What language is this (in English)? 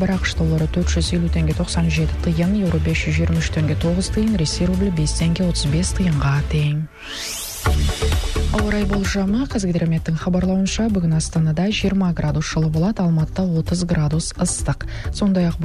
Kazakh